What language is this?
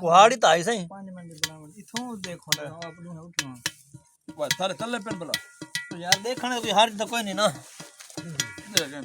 Saraiki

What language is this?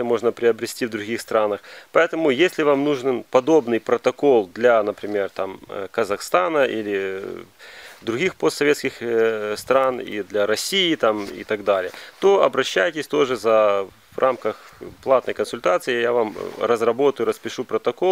Russian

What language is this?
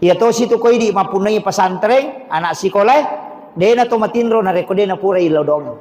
Buginese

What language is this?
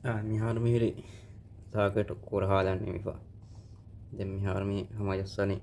Divehi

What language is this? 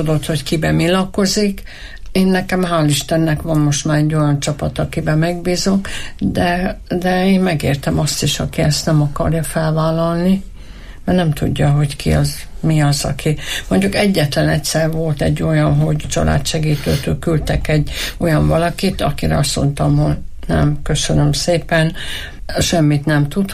Hungarian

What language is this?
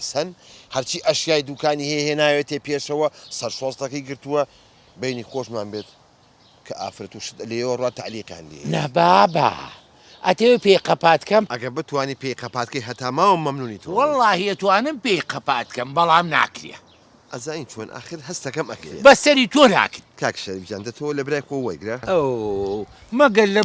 Central Kurdish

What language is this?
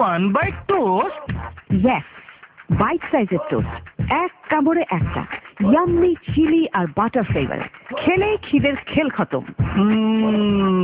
Bangla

